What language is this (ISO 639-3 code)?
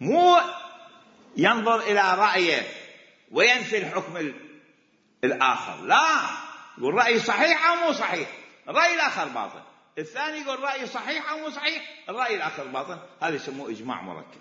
acm